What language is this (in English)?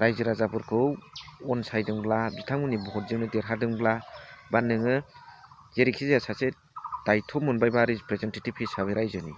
Bodo